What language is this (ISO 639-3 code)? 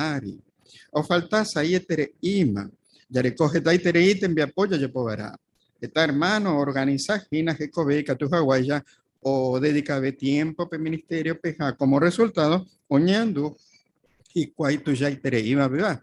grn